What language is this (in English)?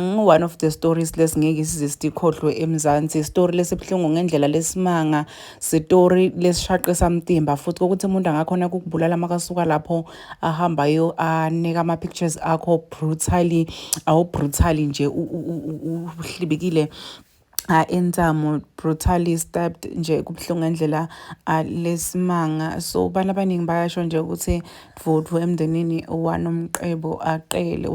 Zulu